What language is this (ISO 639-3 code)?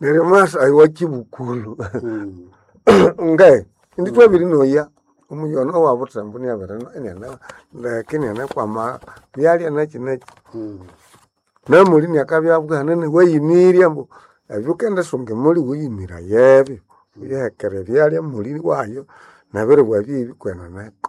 nnb